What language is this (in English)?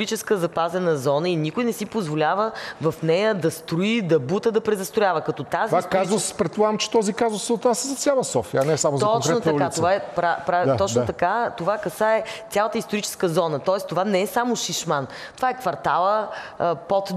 Bulgarian